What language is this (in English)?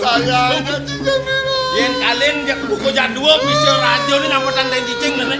Balinese